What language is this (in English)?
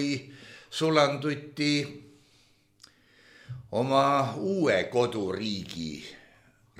Estonian